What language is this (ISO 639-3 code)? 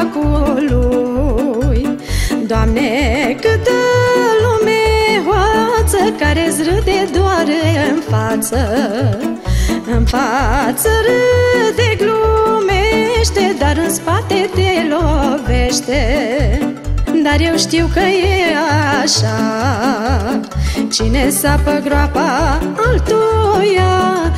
ron